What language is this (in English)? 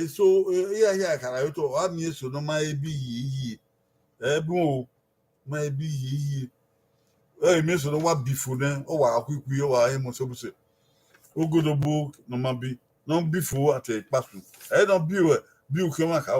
Bini